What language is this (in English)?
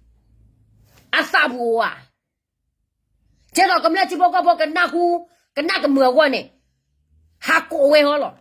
S'gaw Karen